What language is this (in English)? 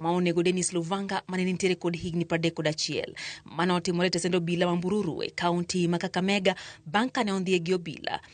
Luo (Kenya and Tanzania)